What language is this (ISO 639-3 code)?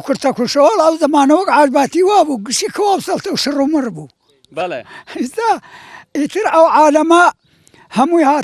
ckb